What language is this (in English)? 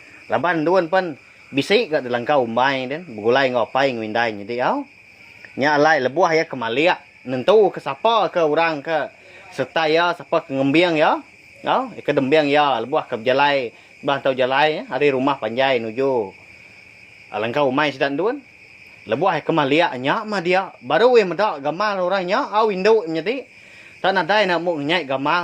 Iban